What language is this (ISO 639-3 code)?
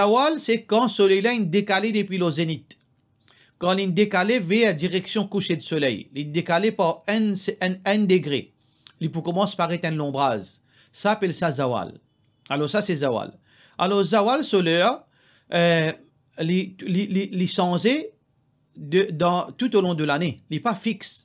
mfe